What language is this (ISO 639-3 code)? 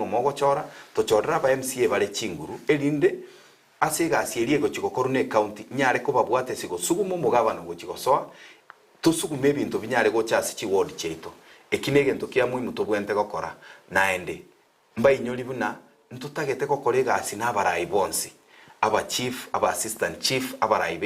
guz